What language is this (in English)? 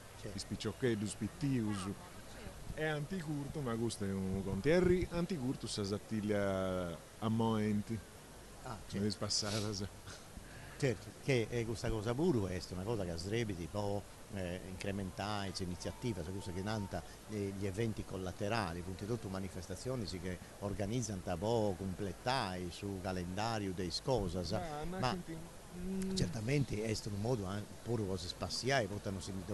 Sardinian